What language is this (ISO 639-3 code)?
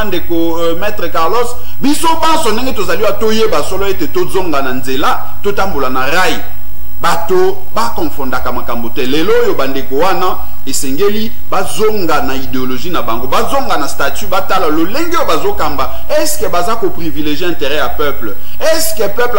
lin